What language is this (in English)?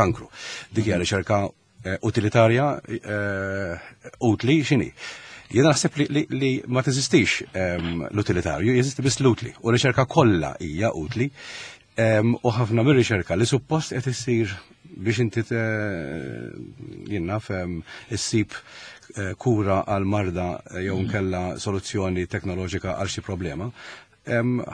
Maltese